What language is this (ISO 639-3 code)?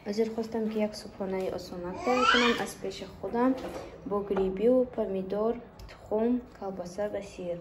tgk